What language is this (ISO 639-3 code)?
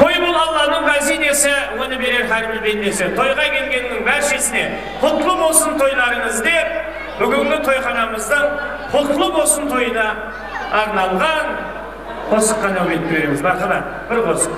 kaa